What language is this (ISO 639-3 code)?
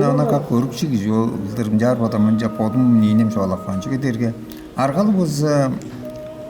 tyv